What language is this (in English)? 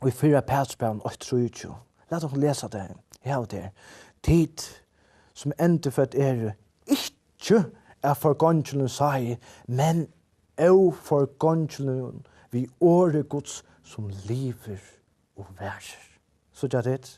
Faroese